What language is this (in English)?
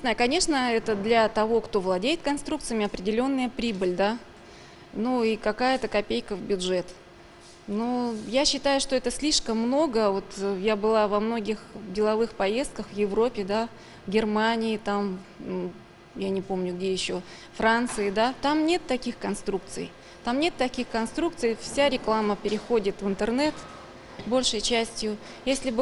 Russian